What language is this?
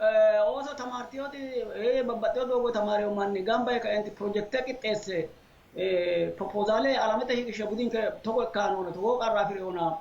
Sidamo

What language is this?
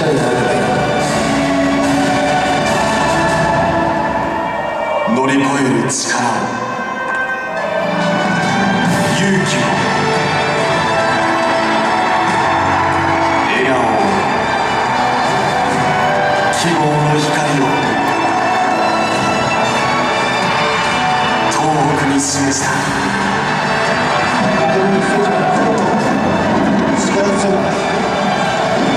Japanese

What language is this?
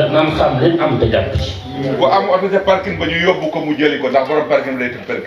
Wolof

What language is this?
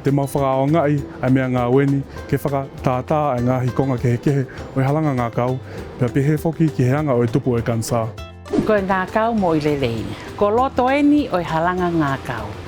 Tongan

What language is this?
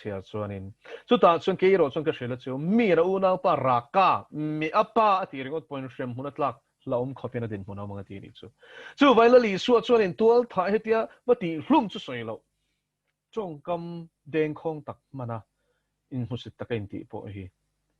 Mizo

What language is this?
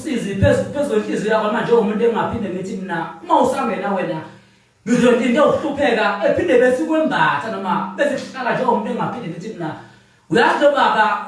Zulu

